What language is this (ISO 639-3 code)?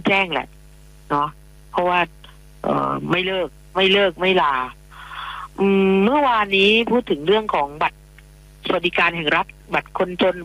tha